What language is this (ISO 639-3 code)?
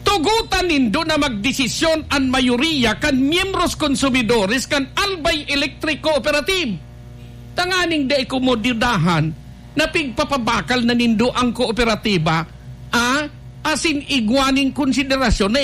bik